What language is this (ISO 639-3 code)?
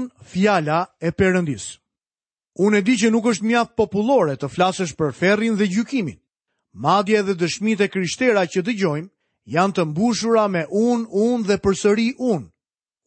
sqi